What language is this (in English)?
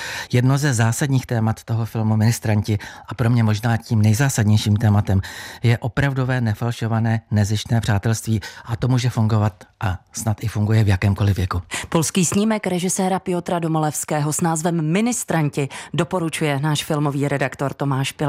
Czech